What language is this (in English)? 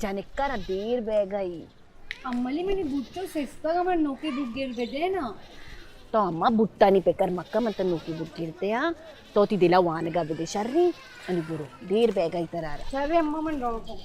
Baluchi